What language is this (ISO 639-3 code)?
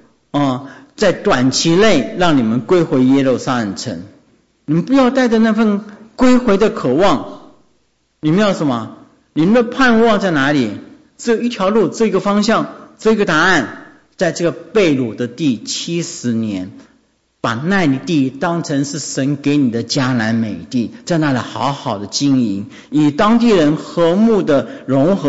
zho